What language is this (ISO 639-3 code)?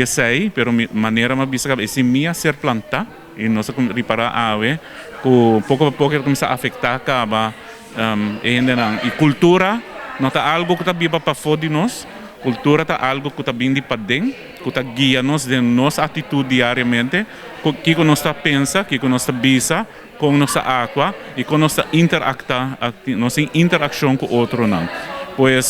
pap